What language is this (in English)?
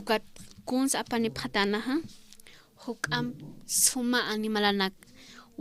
Aymara